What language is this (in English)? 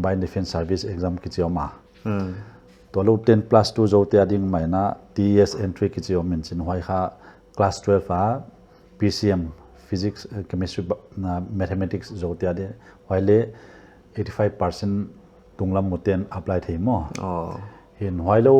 Paite Chin